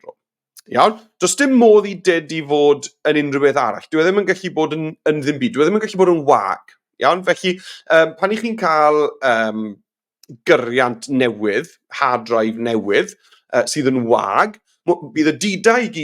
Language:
Welsh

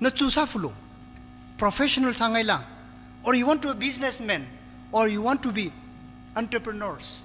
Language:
Tangkhul Naga (India)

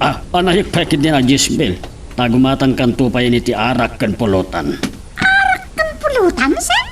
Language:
Iloko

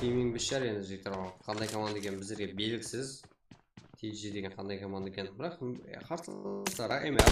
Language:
Kara-Kalpak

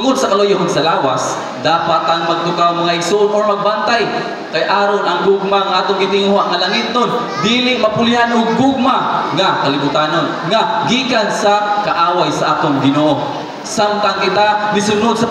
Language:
Cebuano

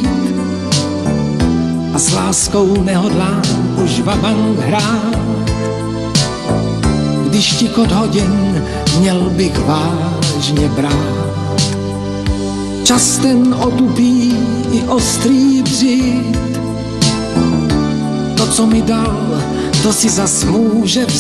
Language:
Czech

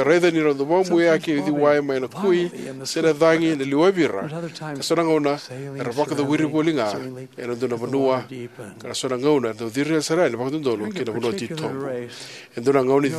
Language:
Fijian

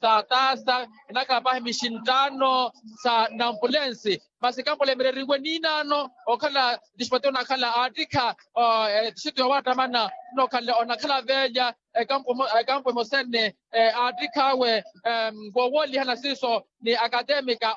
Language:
Makhuwa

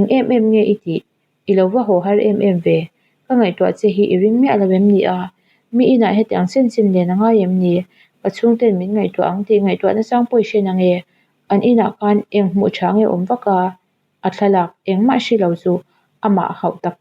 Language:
Mizo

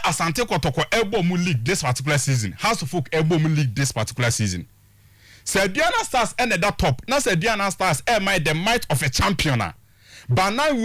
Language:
Akan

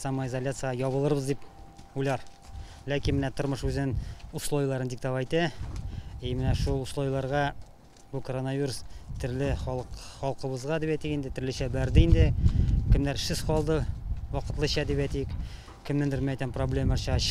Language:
Tatar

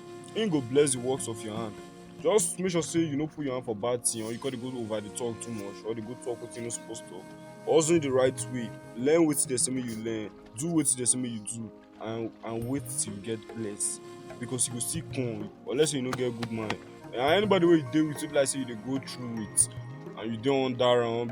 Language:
Nigerian Pidgin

